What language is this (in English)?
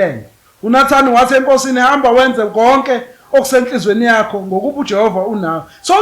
Zulu